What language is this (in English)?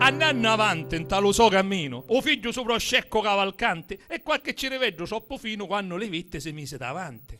Sicilian